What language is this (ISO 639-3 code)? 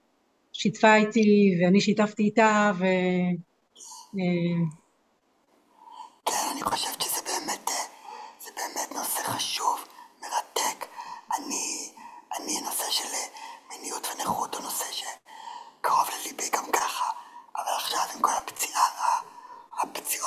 heb